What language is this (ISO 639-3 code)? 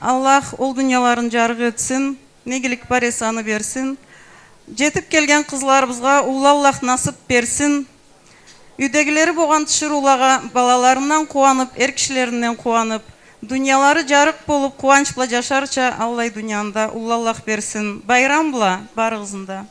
krc